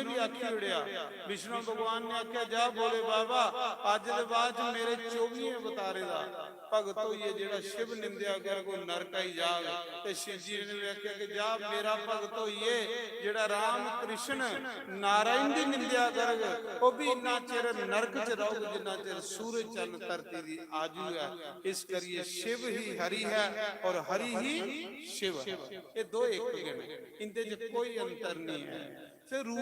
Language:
Dogri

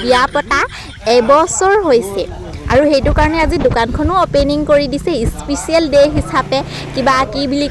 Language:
Assamese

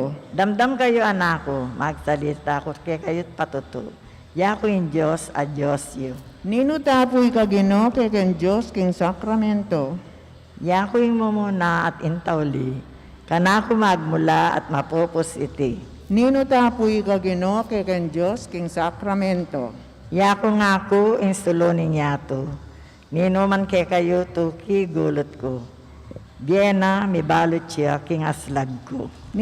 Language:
Pampanga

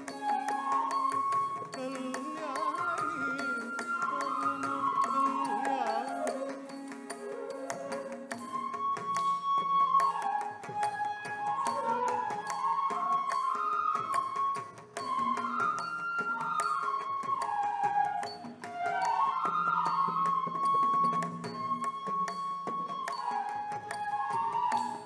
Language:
Kannada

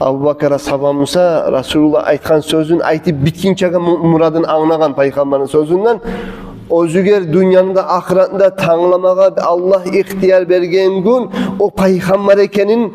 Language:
Kumyk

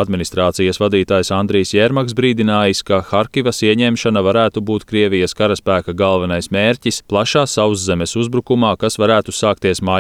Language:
Latvian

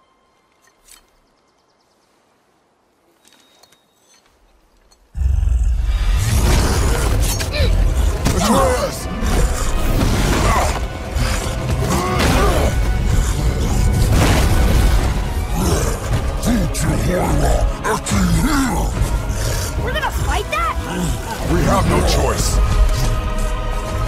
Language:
English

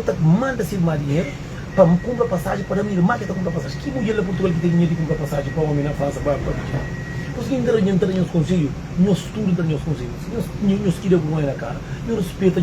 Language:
Kabuverdianu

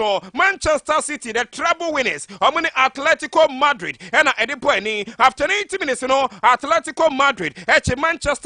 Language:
Akan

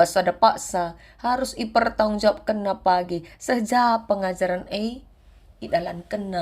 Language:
Batak Karo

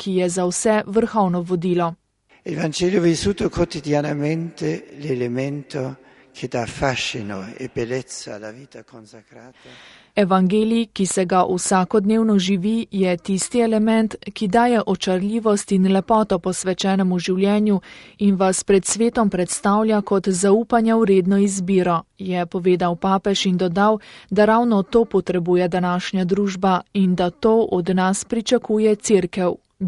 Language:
Slovenian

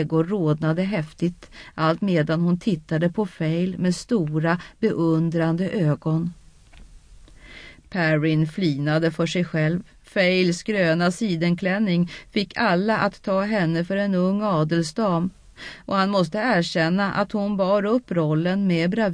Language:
Swedish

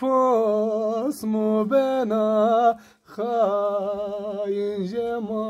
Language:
Zaza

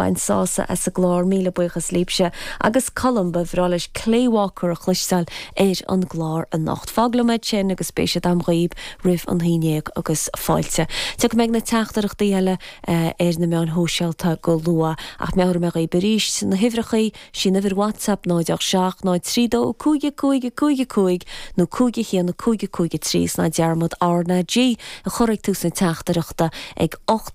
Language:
Irish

